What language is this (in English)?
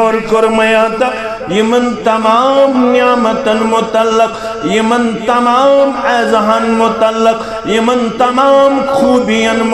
Kashmiri